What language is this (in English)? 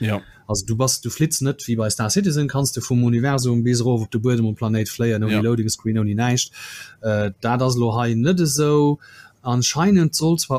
Luxembourgish